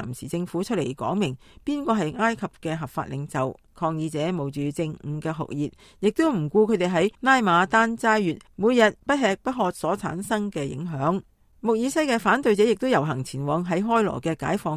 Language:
Cantonese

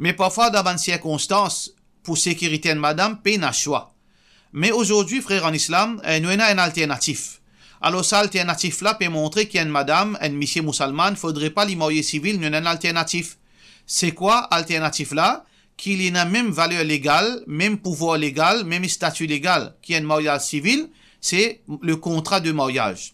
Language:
Morisyen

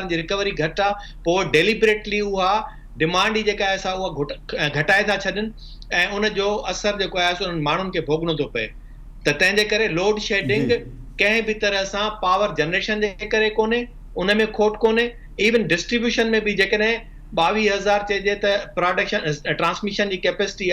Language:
Sindhi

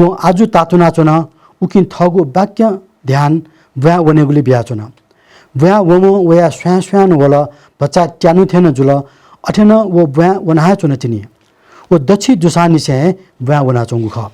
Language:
Newari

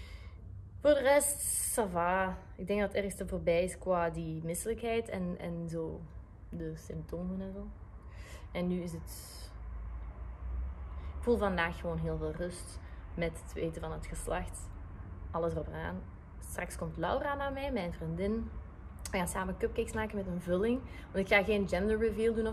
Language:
Dutch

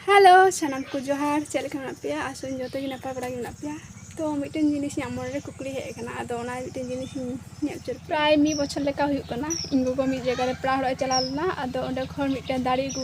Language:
Santali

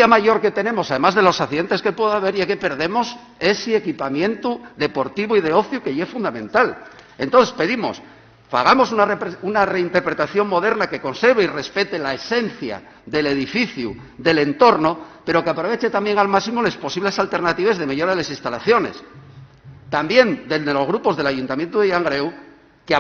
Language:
Asturian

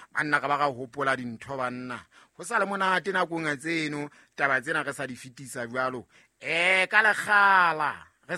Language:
Southern Sotho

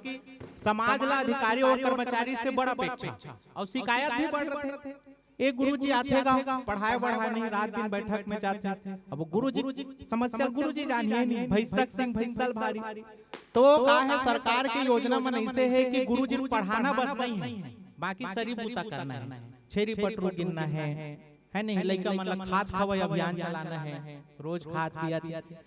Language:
Chhattisgarhi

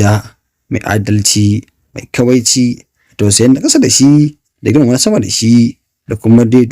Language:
Hausa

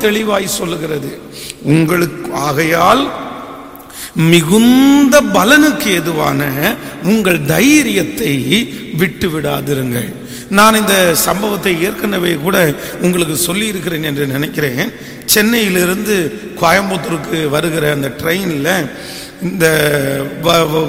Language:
Tamil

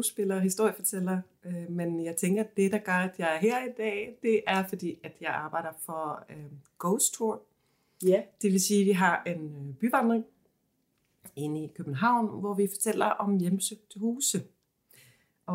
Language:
Danish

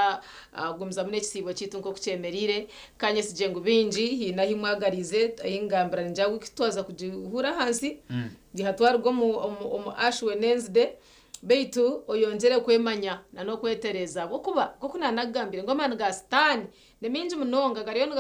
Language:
Nyankole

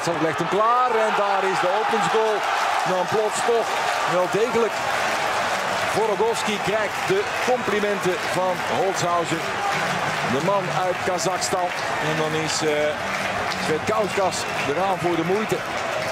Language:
Dutch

